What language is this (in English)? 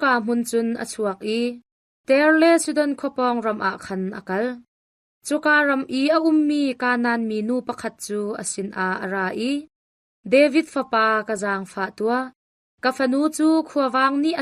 Hakha Chin